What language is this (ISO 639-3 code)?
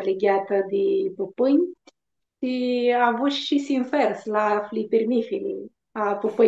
rup